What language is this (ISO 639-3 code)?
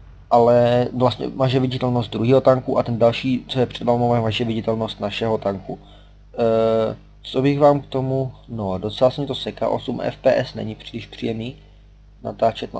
ces